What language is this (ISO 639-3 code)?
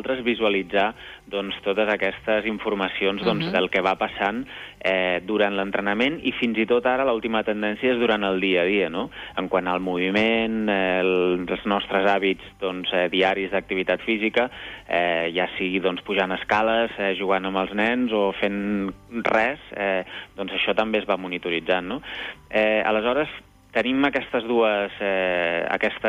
cat